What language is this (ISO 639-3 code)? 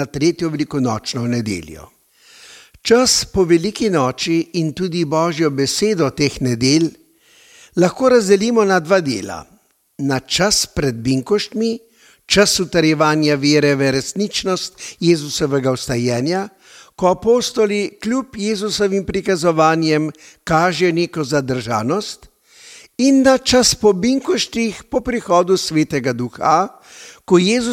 slv